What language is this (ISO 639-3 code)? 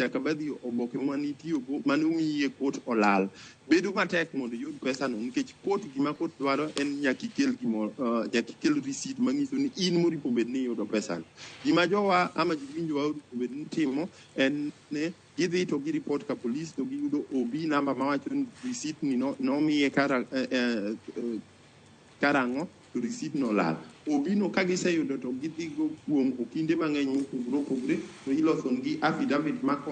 luo